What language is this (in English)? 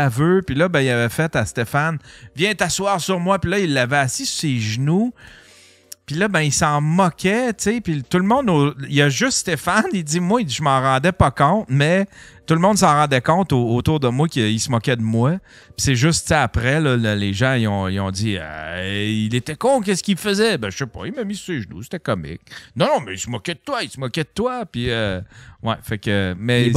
French